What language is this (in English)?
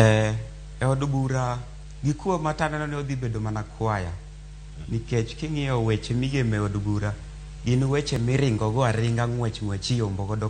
Luo (Kenya and Tanzania)